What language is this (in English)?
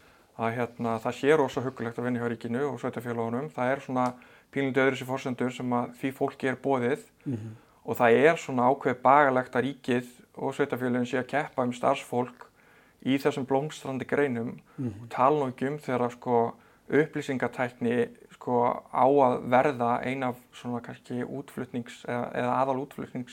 Icelandic